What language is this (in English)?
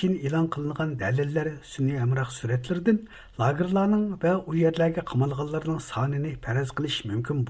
Uyghur